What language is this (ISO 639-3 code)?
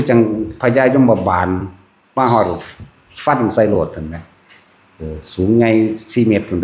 tts